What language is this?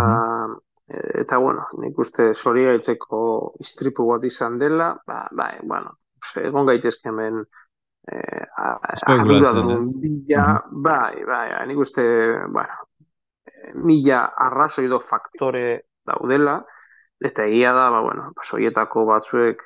Basque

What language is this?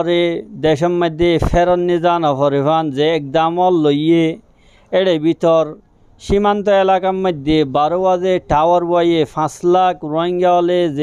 Rohingya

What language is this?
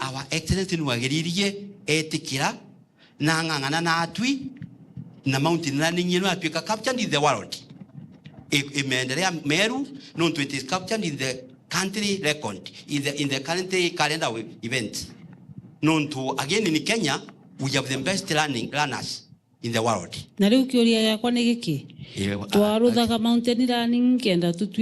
Meru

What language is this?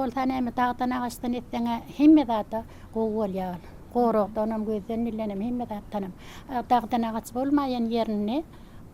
Turkmen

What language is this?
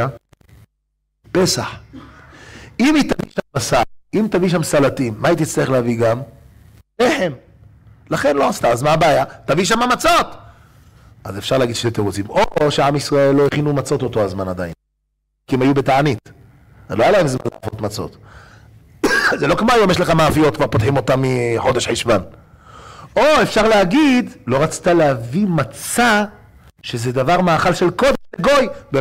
Hebrew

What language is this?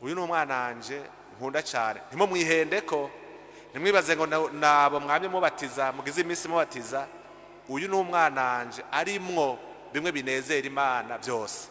Rundi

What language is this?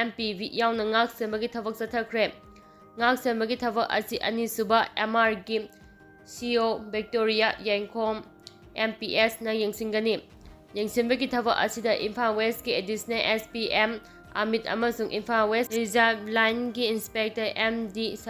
Manipuri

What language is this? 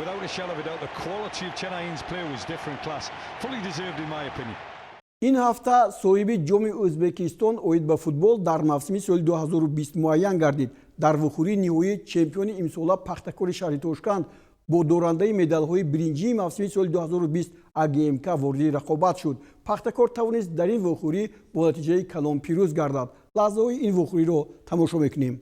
Tajik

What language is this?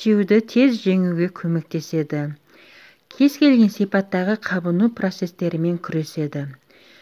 Kazakh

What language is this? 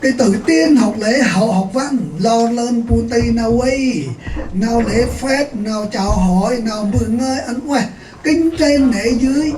Central Mnong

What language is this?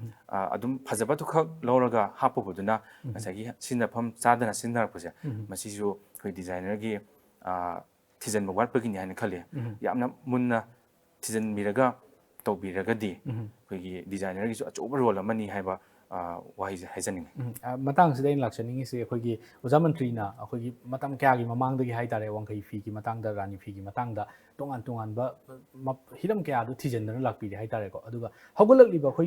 Manipuri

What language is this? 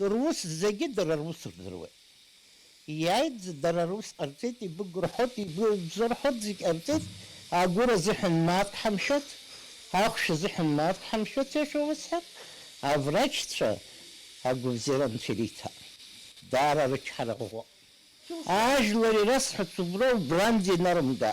Abkhazian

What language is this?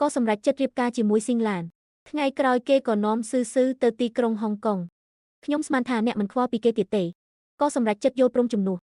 Khmer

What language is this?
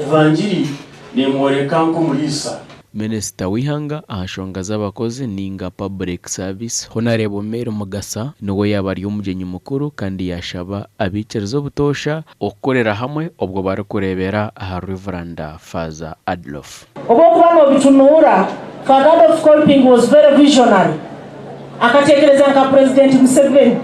Nyankole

